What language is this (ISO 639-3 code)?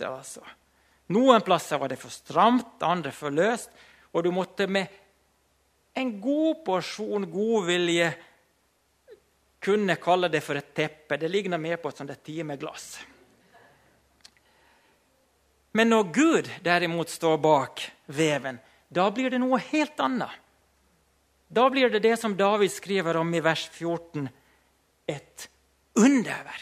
nor